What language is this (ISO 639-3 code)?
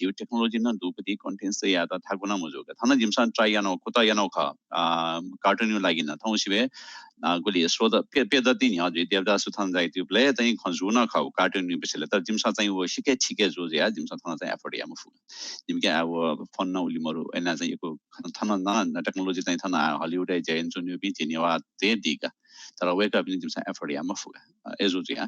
new